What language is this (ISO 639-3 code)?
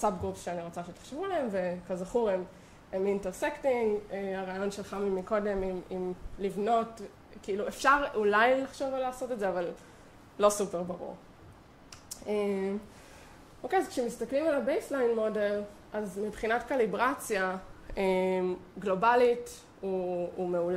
heb